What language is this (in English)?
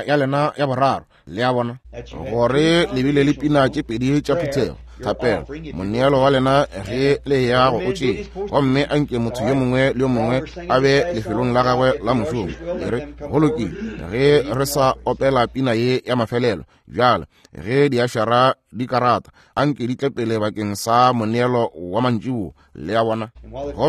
Northern Sotho